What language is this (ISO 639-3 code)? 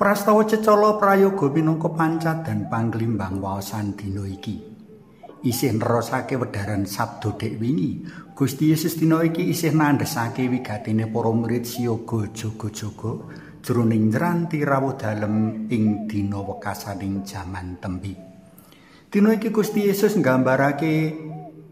jav